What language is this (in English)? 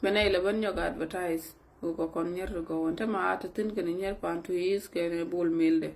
Nuer